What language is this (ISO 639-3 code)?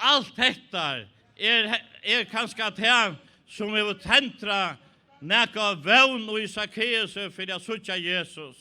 fao